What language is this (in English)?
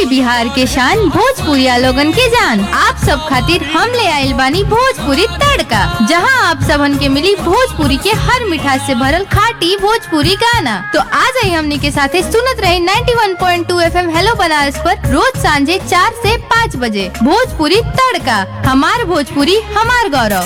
Bhojpuri